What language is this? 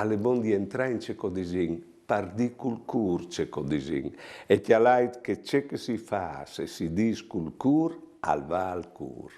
Friulian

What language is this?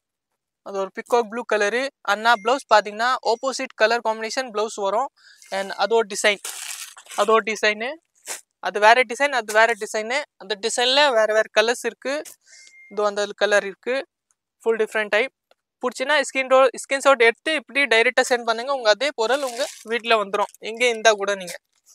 Tamil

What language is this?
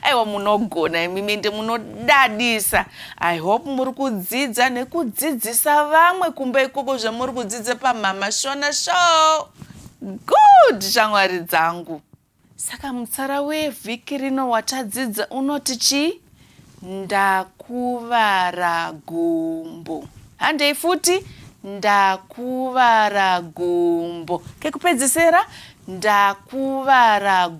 Shona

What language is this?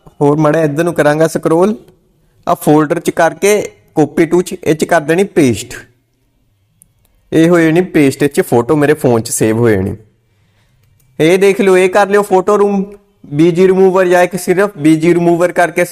Punjabi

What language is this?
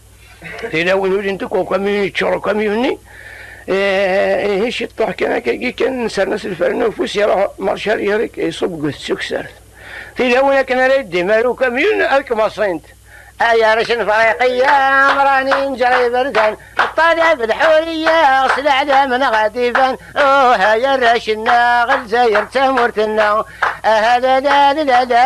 Kabyle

